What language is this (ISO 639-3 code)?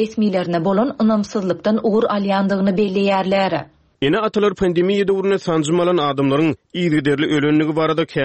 tuk